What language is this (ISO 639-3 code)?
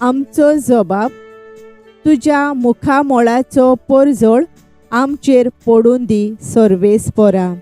kok